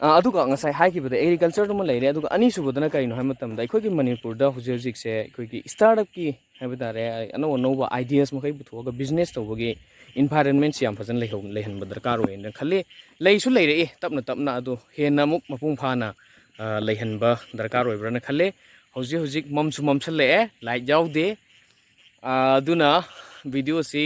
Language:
Manipuri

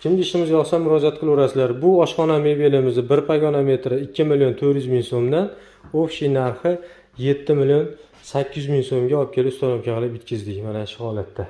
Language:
Uzbek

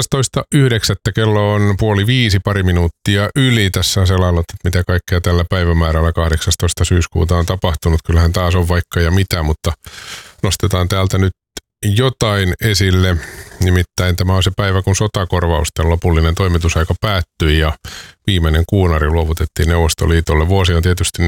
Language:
Finnish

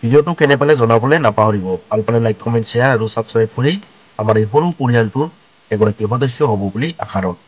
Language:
Assamese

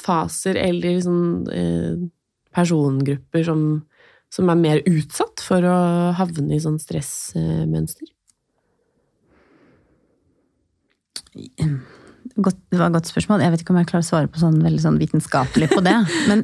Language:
Norwegian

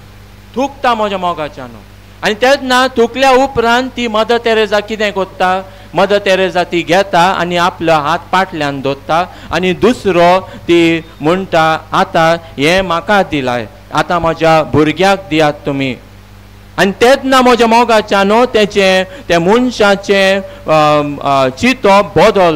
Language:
Konkani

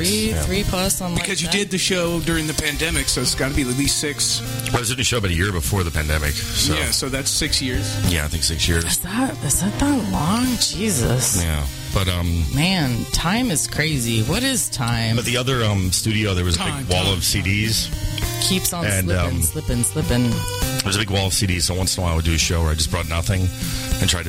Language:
English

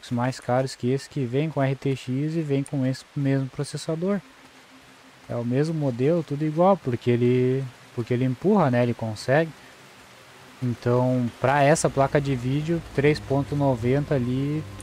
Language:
Portuguese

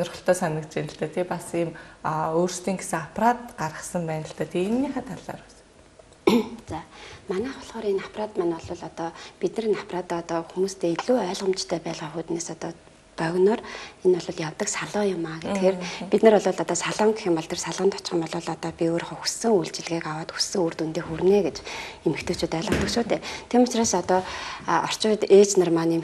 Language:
Mongolian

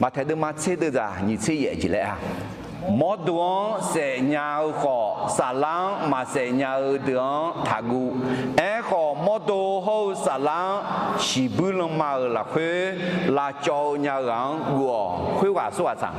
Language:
Akha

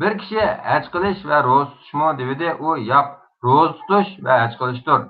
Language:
Uyghur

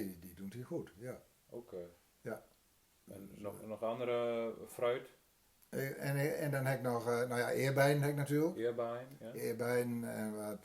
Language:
Gronings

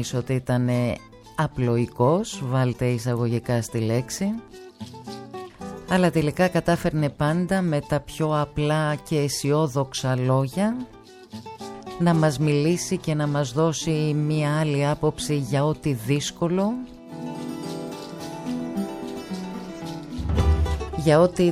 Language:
Greek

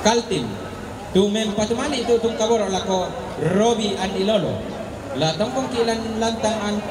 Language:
Toraja-Sa'dan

